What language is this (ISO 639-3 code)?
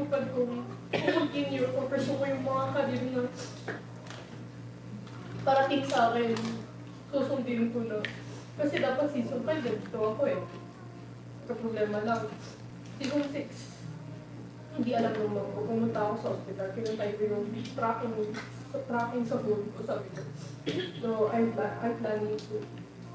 fil